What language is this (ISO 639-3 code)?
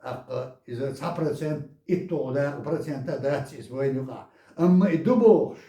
che